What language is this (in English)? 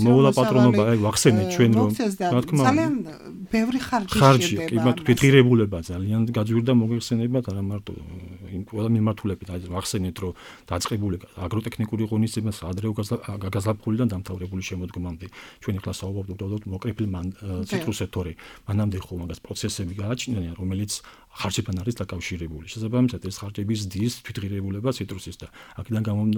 Georgian